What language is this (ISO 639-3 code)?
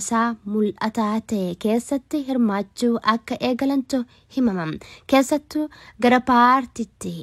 orm